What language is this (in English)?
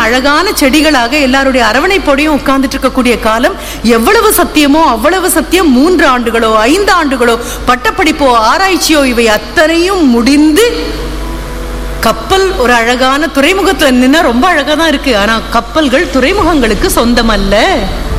Tamil